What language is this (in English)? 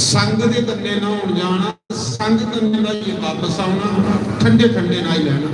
Dogri